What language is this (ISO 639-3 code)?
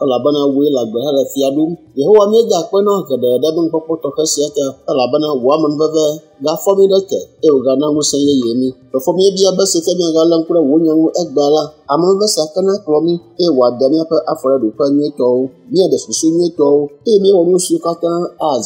ewe